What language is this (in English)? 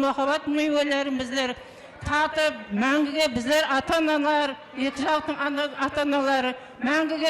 Kara-Kalpak